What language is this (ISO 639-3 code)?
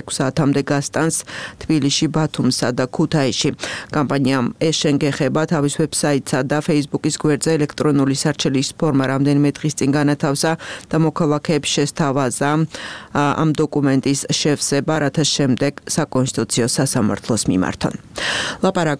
kat